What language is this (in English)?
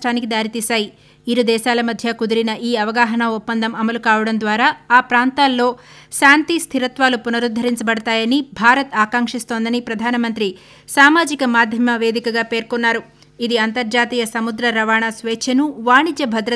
Telugu